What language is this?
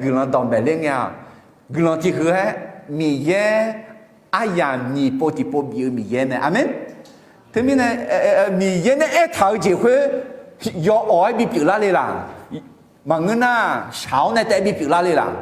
Akha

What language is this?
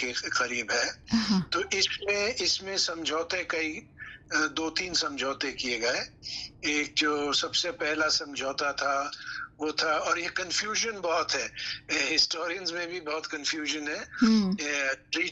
Hindi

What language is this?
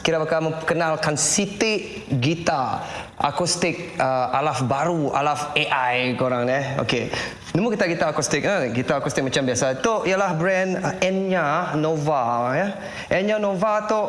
Iban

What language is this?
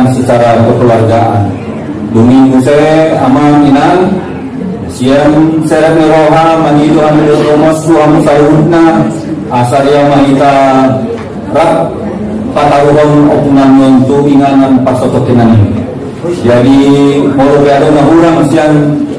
Batak Angkola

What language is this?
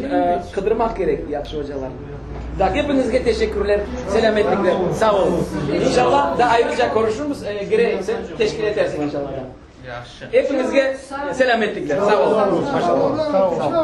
Crimean Tatar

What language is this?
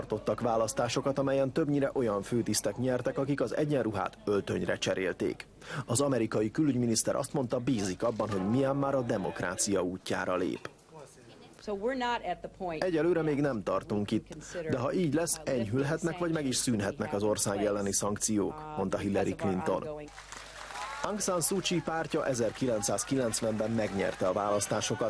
Hungarian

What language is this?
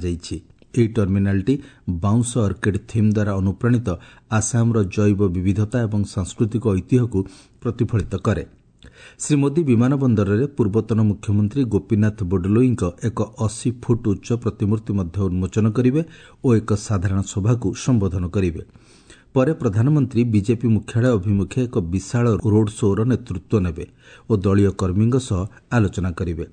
Odia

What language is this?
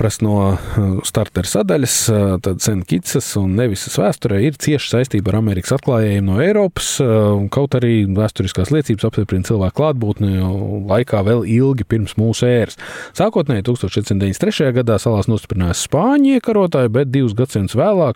Latvian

